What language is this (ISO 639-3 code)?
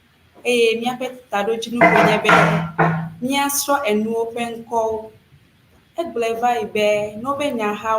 ewe